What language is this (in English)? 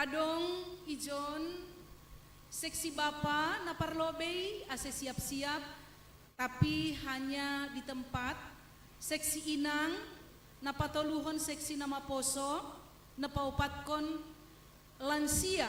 Batak Simalungun